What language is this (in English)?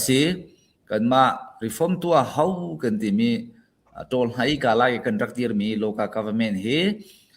Hakha Chin